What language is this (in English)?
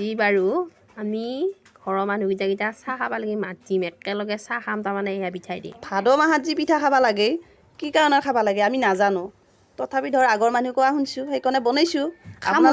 Assamese